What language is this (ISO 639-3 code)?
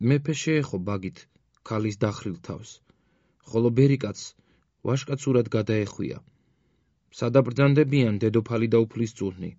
kat